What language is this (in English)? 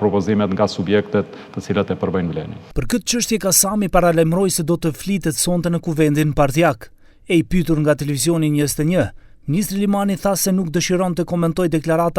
Albanian